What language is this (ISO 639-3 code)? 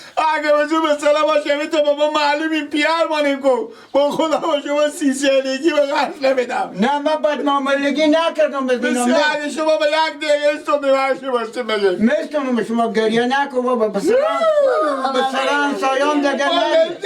fas